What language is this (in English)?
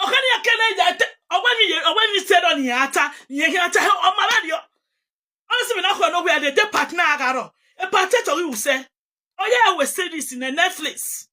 Nigerian Pidgin